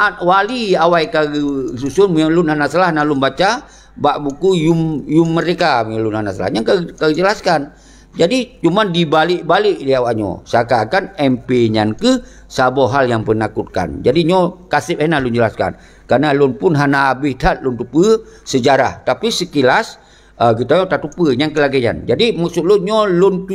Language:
Achinese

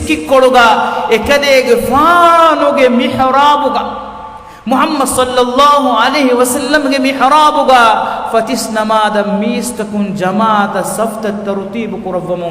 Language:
Divehi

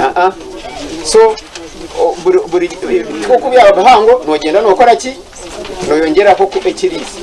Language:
Nyankole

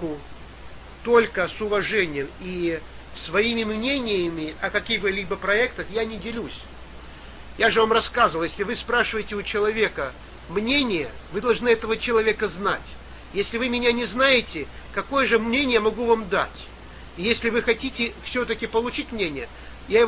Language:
Russian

